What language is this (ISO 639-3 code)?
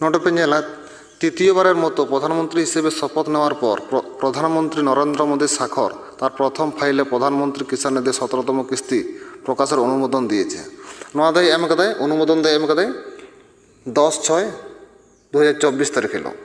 sat